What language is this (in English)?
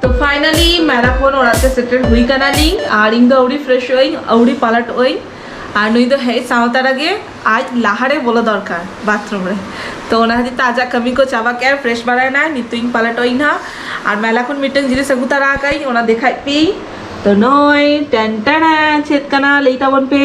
Santali